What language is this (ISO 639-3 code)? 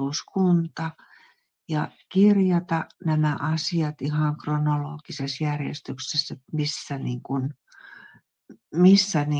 fin